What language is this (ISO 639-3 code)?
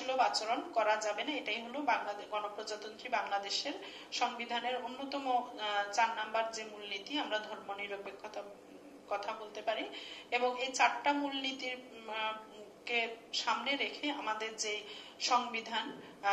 ben